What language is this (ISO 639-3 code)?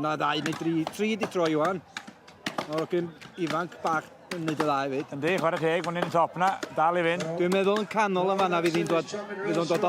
cym